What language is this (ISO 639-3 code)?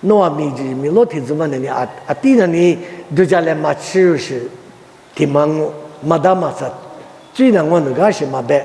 lis